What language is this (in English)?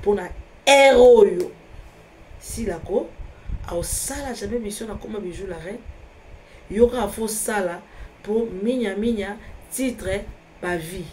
Lingala